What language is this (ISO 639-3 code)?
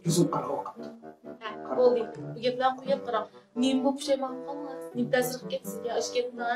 uig